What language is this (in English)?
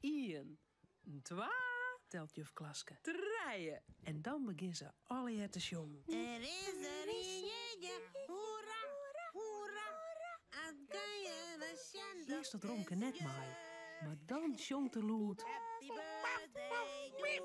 Western Frisian